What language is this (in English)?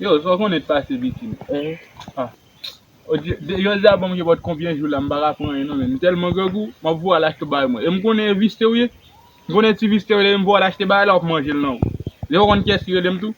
Haitian Creole